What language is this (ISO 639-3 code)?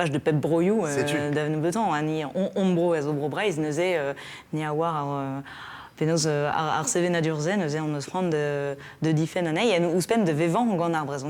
bre